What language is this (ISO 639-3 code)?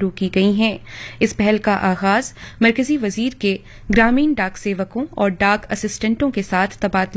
urd